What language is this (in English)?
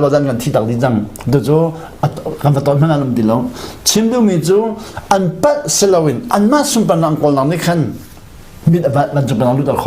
Hakha Chin